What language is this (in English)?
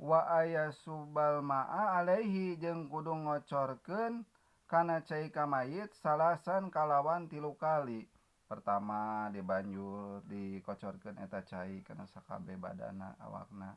Sundanese